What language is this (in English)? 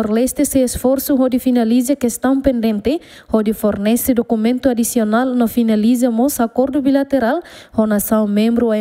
Tetum